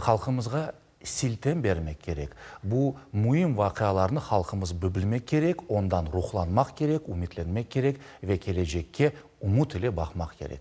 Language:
Crimean Tatar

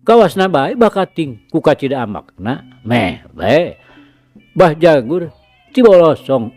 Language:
Sundanese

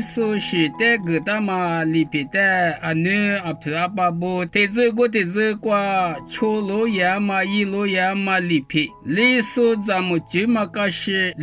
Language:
Lisu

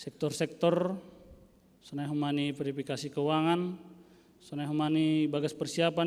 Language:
Batak Simalungun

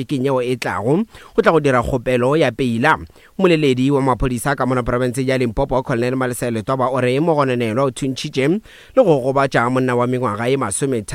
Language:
Northern Sotho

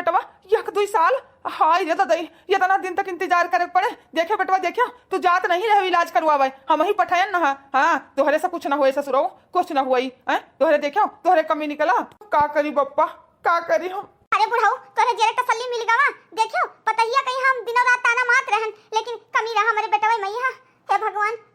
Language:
Awadhi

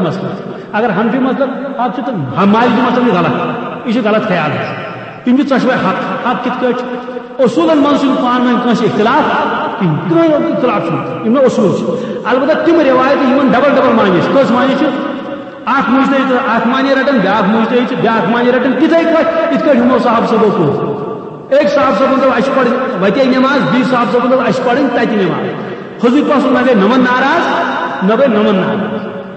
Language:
Kashmiri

